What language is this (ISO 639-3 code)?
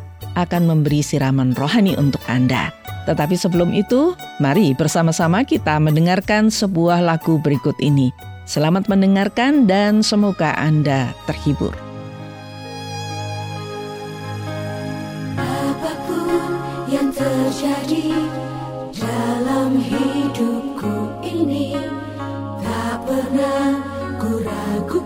ind